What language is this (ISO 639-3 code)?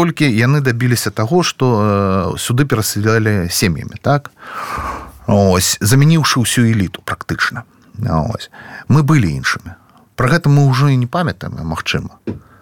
bel